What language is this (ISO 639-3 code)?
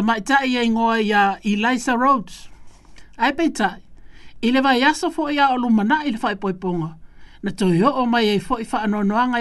smo